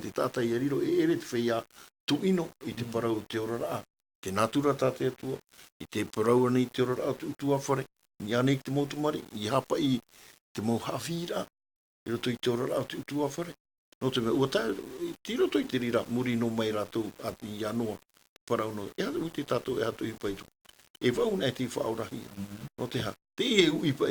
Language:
Tahitian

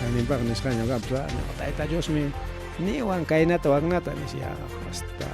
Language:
Ayacucho Quechua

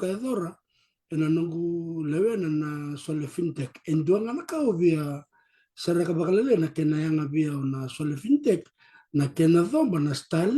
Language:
Fijian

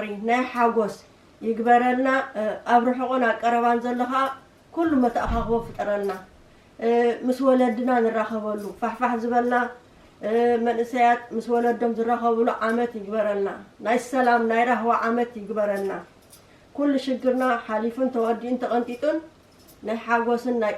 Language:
Tigrinya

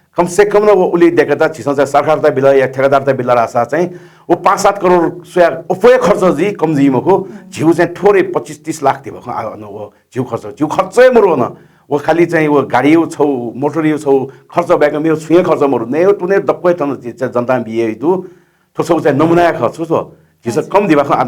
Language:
Newari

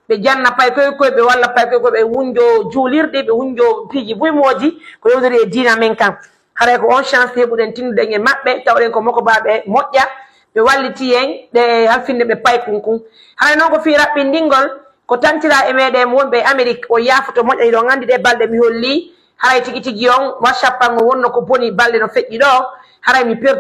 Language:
Pular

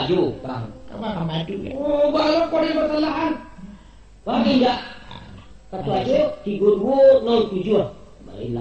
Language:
Minangkabau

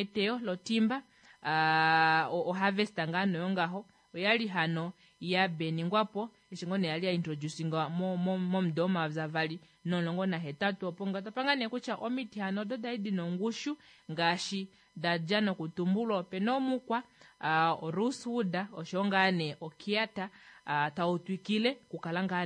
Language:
Kuanyama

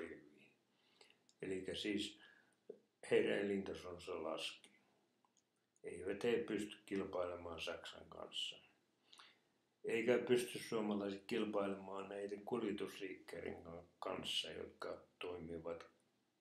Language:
Finnish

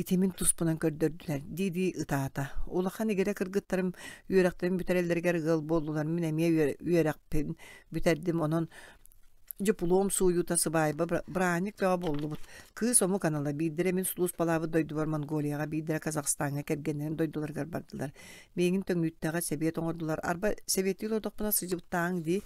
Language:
Yakut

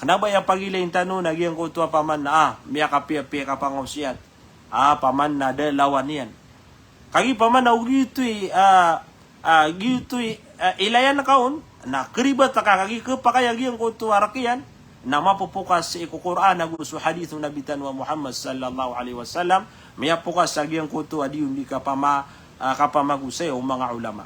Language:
Maranao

